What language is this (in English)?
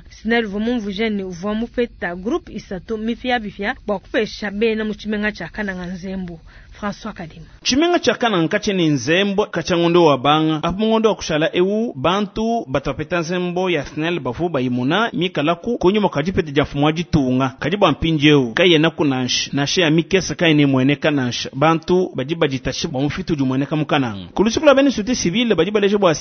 Luba-Lulua